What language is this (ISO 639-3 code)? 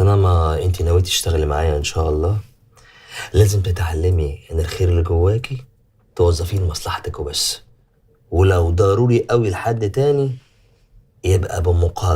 arz